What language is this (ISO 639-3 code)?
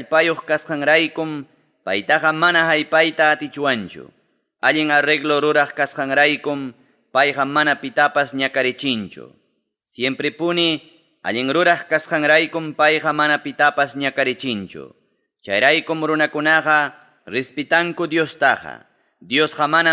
quy